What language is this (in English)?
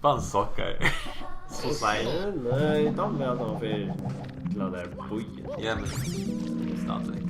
Faroese